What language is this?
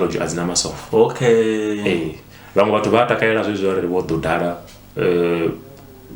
Venda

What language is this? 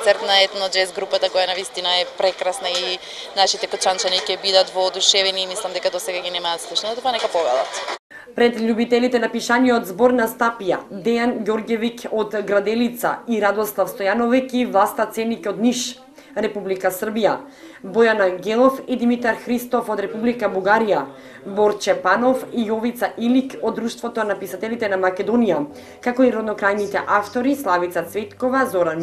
Macedonian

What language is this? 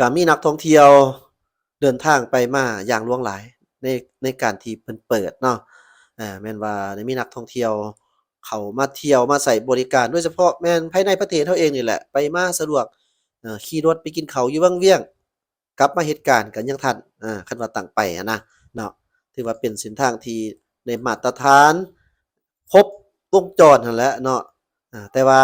Lao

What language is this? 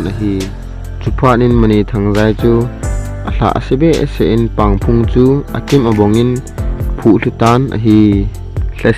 Thado Chin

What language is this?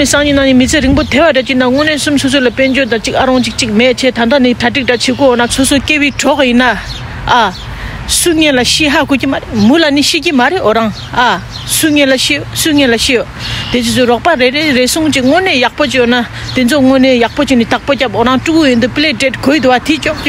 Tibetan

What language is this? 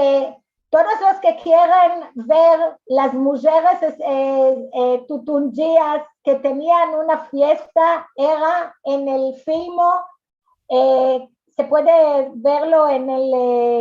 Ladino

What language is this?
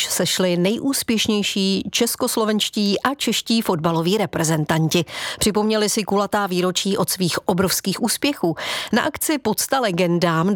Czech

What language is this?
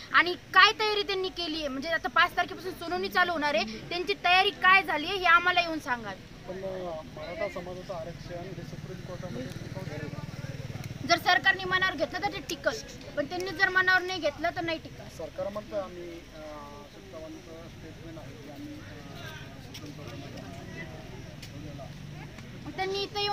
Marathi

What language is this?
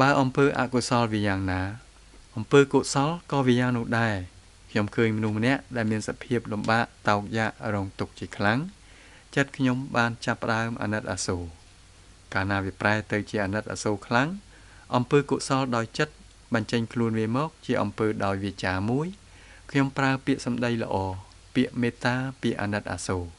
Khmer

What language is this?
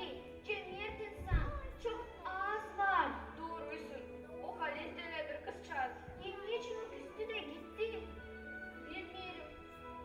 Gagauz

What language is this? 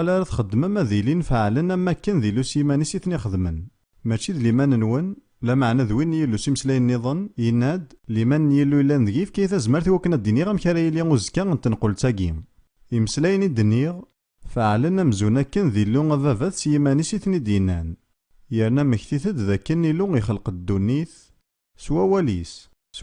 Kabyle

